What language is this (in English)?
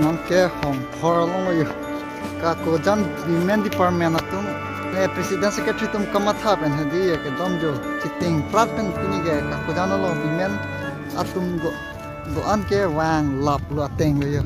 Karbi